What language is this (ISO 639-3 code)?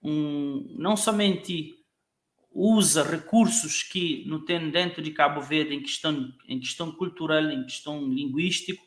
kea